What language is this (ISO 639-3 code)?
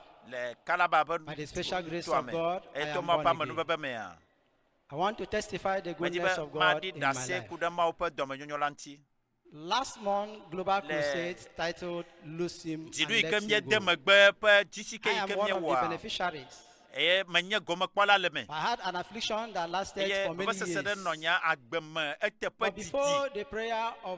ewe